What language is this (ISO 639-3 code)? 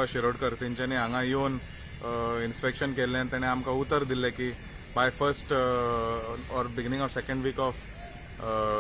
kok